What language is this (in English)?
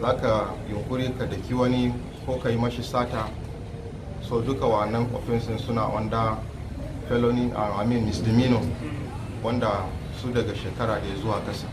Hausa